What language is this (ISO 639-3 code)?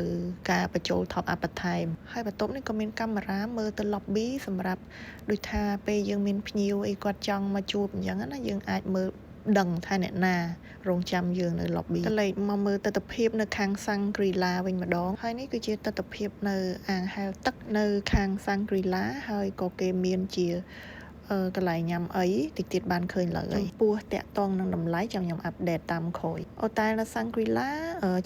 khm